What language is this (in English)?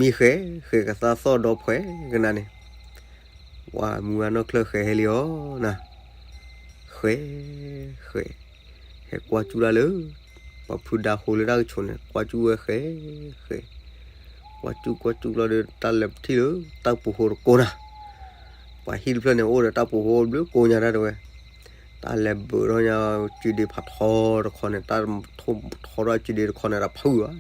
S'gaw Karen